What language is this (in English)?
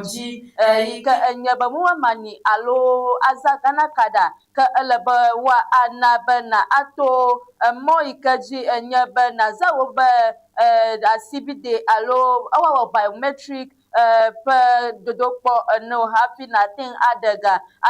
Ewe